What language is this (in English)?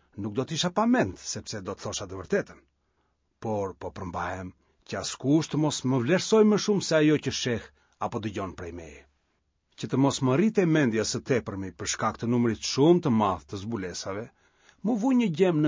Albanian